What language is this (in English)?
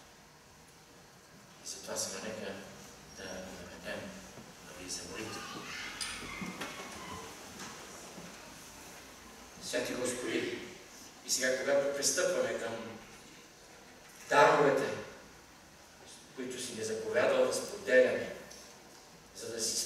Bulgarian